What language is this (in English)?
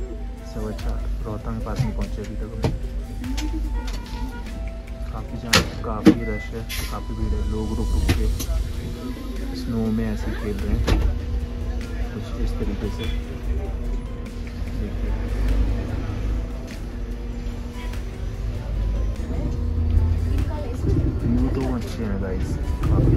Hindi